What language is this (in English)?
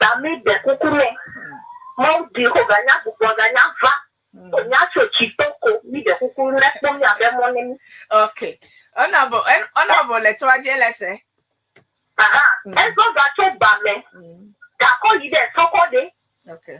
Ewe